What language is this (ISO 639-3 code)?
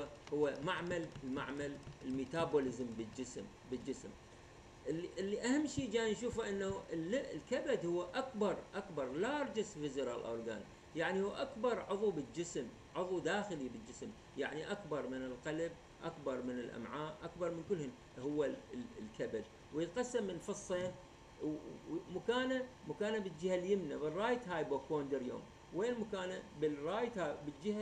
acm